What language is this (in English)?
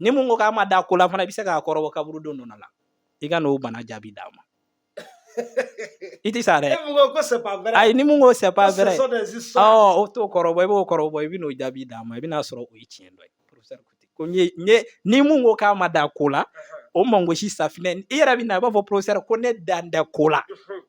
Bambara